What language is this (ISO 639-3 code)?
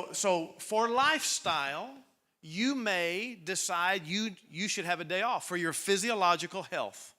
eng